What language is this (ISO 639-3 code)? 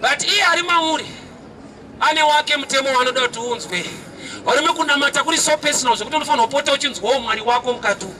sna